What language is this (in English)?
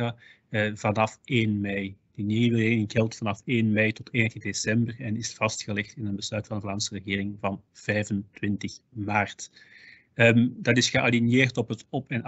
Dutch